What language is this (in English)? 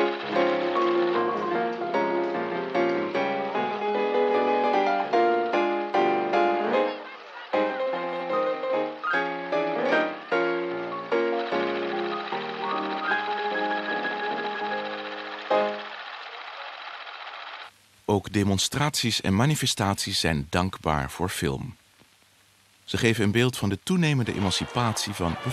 Dutch